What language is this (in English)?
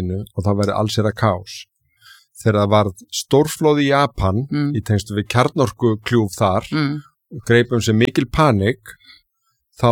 Icelandic